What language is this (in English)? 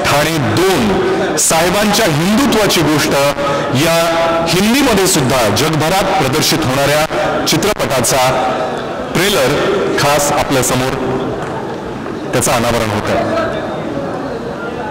Marathi